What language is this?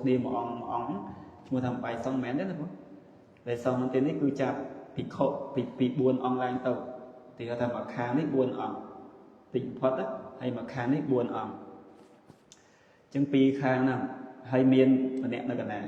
Khmer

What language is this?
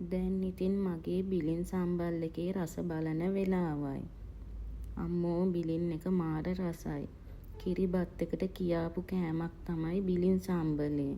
Sinhala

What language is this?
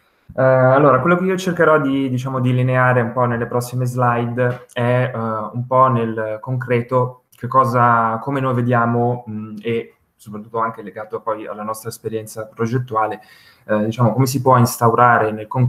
Italian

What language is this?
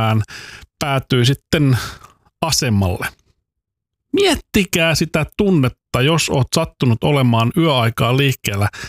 Finnish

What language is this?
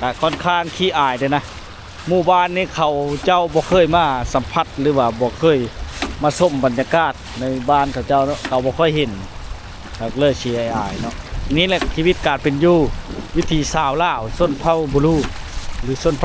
Lao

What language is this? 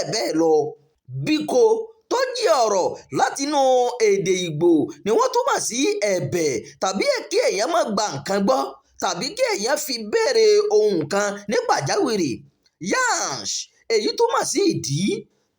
Yoruba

